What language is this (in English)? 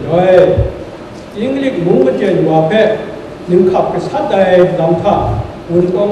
Kachin